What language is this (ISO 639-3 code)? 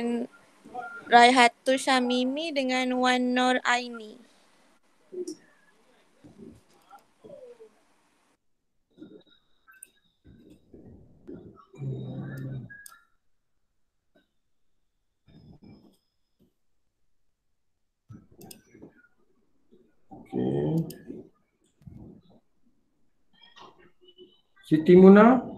msa